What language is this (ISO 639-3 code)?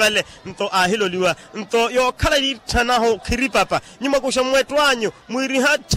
vmw